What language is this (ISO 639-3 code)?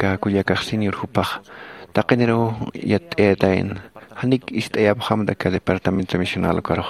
aym